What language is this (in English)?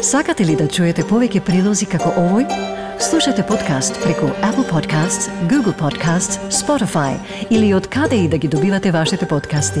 Macedonian